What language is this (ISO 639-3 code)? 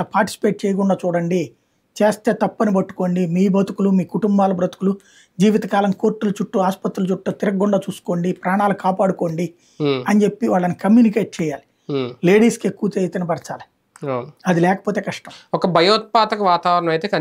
tel